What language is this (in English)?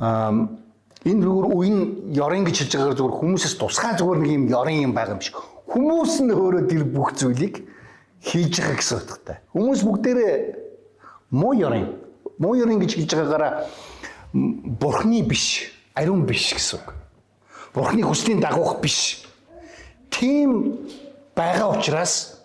Mongolian